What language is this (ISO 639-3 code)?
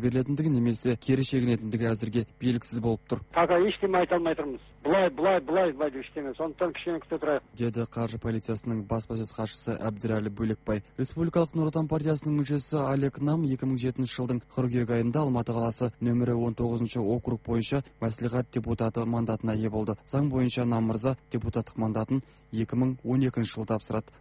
kaz